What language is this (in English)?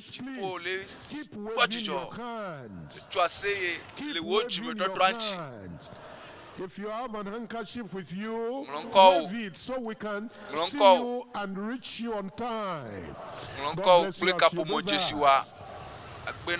Ewe